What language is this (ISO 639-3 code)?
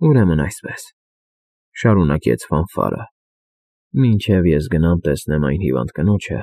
hye